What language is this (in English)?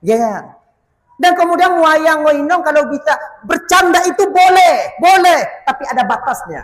Achinese